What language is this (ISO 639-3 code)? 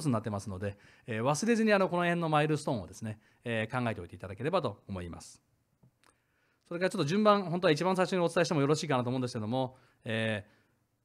jpn